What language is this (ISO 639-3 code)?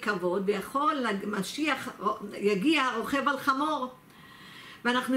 heb